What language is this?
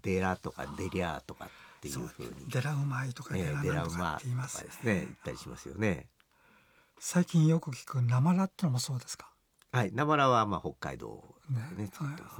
Japanese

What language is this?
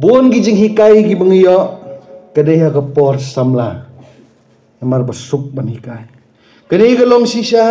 Khasi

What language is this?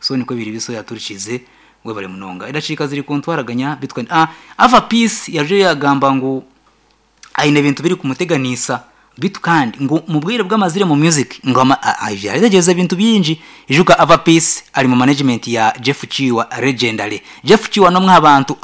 Nyankole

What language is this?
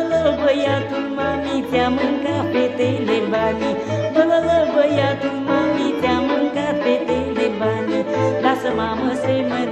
Romanian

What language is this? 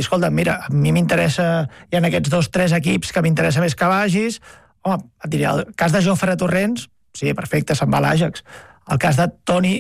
Catalan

